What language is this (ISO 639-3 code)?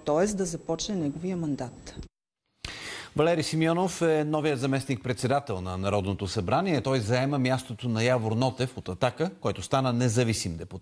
bul